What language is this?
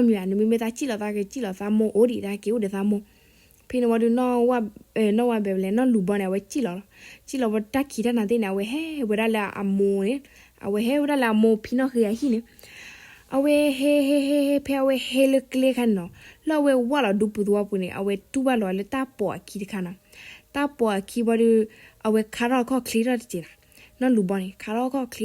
S'gaw Karen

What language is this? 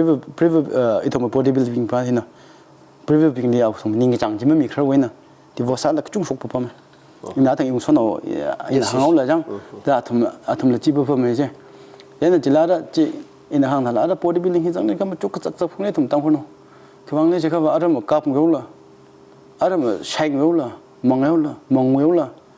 Tangkhul Naga (India)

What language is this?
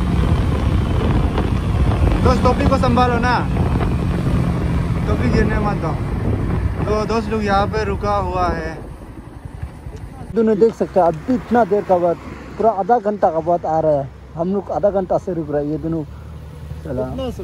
Hindi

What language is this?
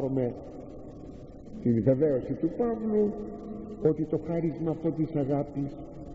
Greek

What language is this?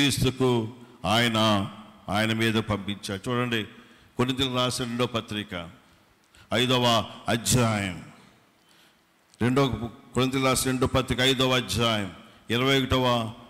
Telugu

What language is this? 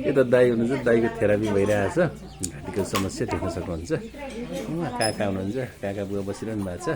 Nepali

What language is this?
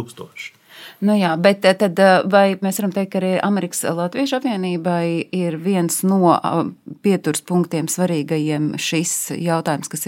Latvian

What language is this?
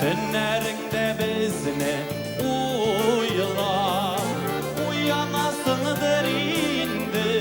Tatar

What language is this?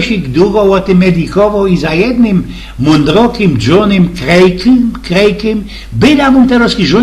Silesian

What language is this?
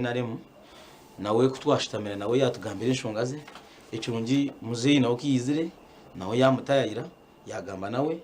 Nyankole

